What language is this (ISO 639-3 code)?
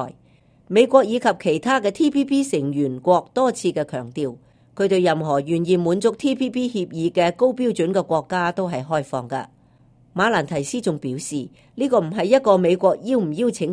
yue